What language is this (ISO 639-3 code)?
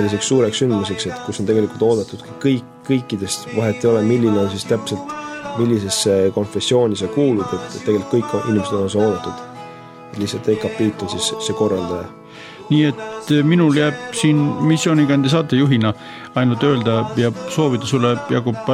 est